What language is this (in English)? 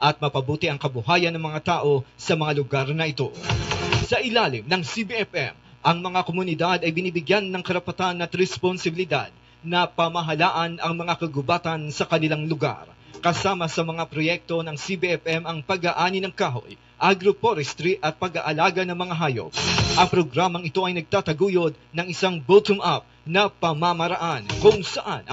Filipino